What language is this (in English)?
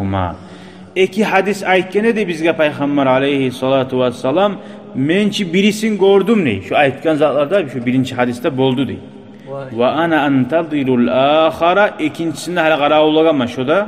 Kumyk